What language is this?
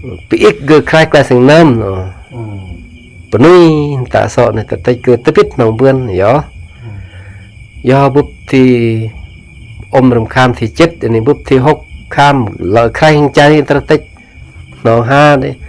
Khmu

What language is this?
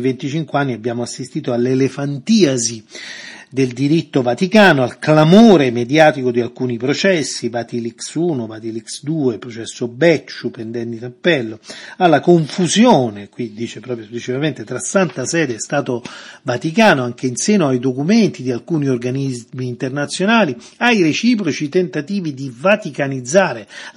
Italian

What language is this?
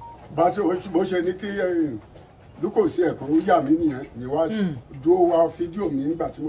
Yoruba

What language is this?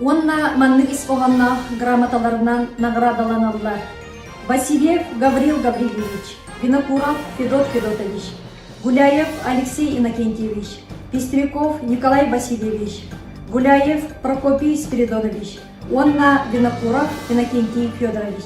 Yakut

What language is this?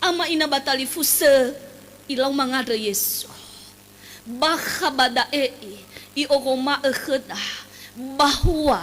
Nias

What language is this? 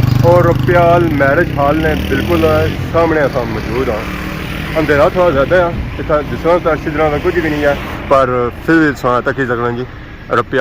Pahari-Potwari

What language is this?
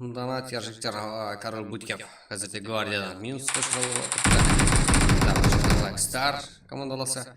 Kara-Kalpak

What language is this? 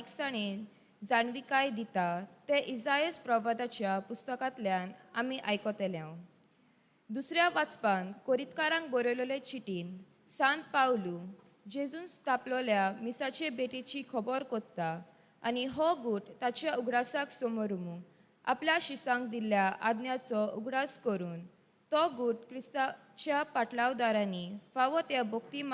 Konkani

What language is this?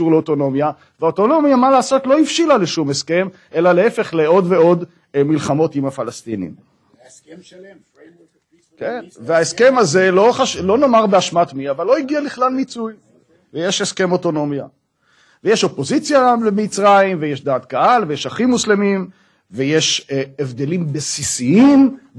Hebrew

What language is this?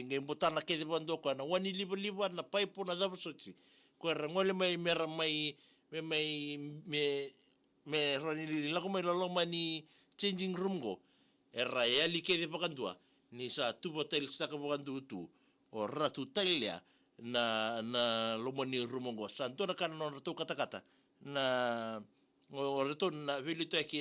Fijian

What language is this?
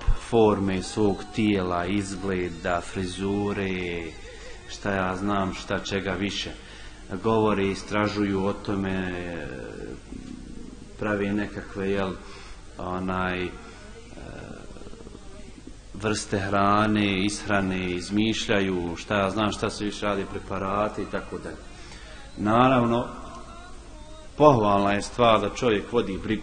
Bosnian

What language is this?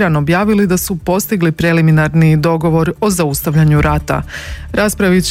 Croatian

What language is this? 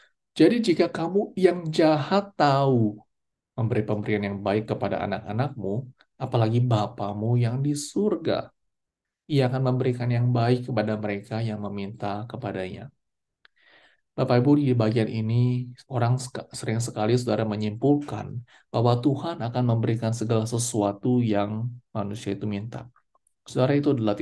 Indonesian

